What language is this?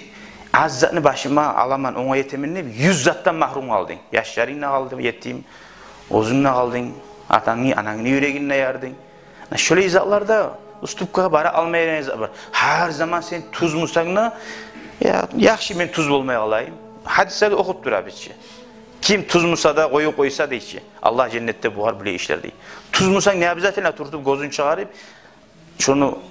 Kumyk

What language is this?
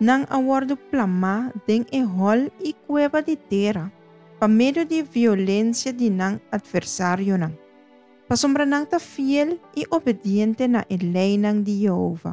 Papiamento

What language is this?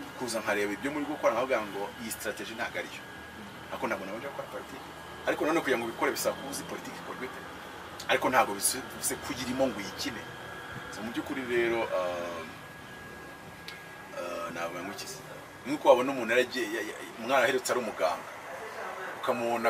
Kinyarwanda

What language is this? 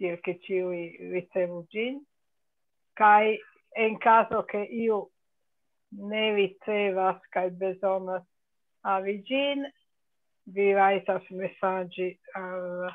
Esperanto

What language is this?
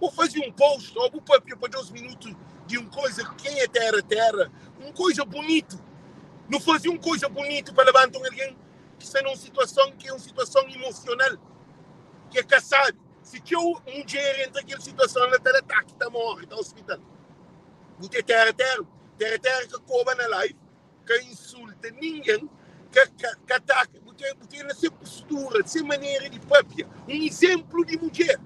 Kabuverdianu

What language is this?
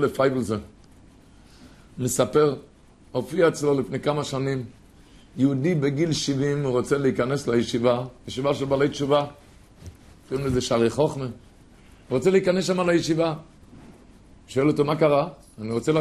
Hebrew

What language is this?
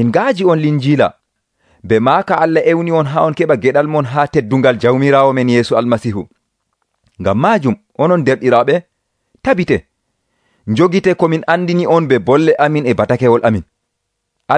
Nigerian Fulfulde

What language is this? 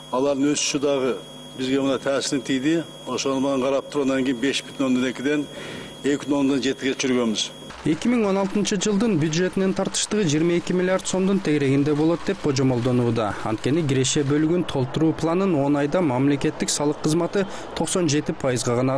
Kyrgyz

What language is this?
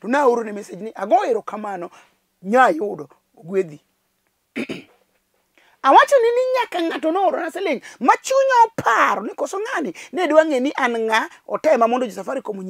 Luo (Kenya and Tanzania)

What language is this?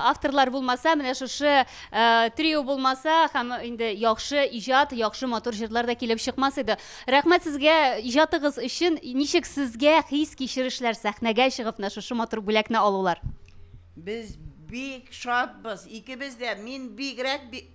Tatar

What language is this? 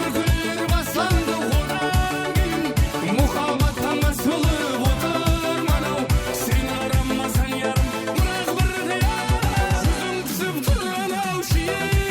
Kara-Kalpak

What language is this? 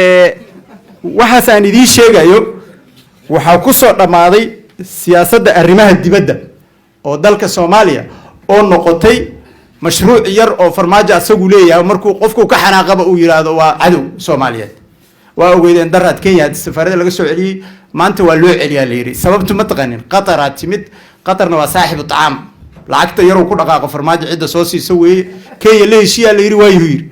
Somali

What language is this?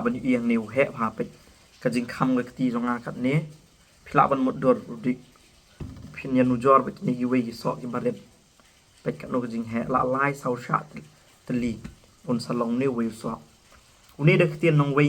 Khasi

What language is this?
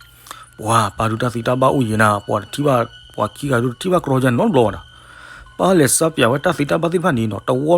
S'gaw Karen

